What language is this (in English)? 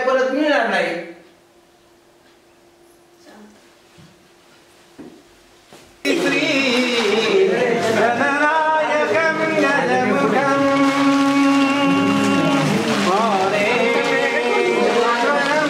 Marathi